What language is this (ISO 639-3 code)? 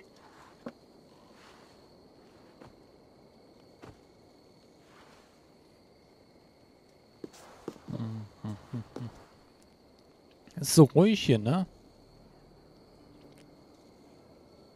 deu